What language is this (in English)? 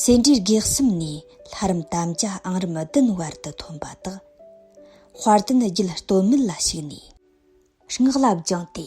Tibetan